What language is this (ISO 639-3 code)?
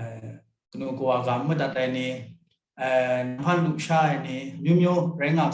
kac